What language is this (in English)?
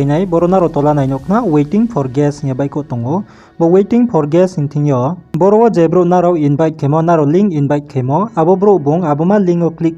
Riang (India)